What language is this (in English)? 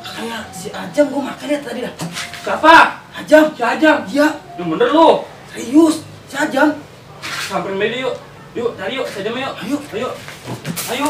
Betawi